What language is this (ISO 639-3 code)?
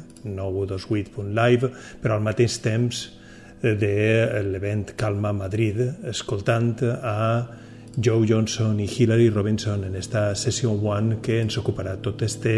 cat